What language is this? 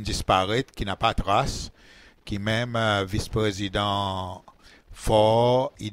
Seselwa Creole French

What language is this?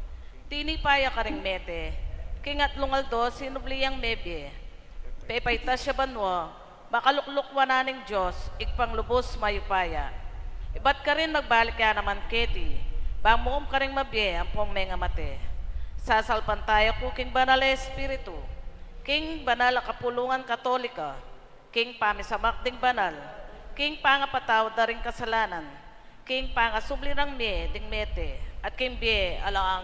Pampanga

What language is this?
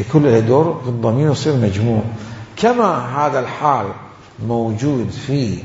Mesopotamian Arabic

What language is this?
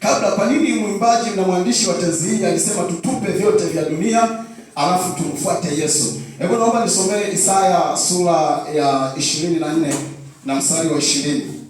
Swahili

